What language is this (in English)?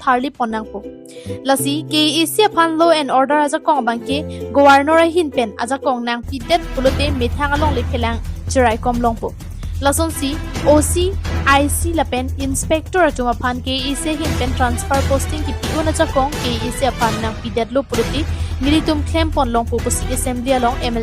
Karbi